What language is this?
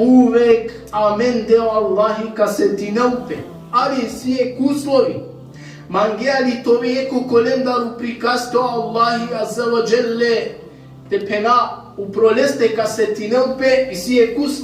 Balkan Romani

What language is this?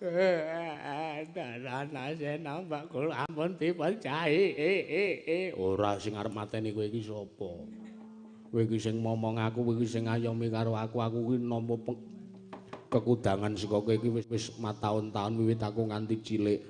Javanese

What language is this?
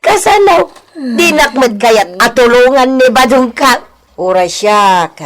Iloko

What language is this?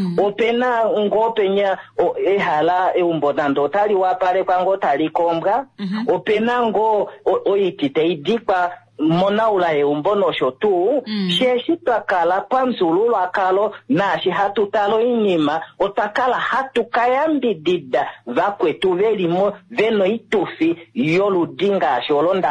Kuanyama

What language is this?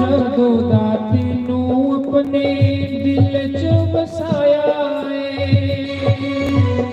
Dogri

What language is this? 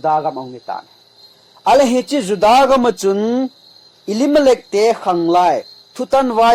Thado Chin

